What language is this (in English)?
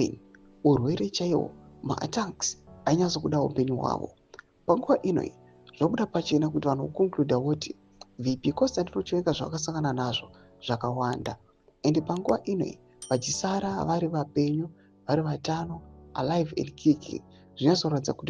Shona